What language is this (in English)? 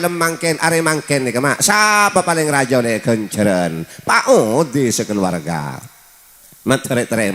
Madurese